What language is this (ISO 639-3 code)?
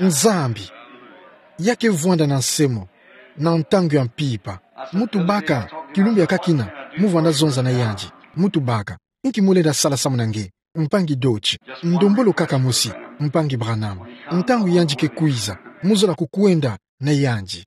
ktu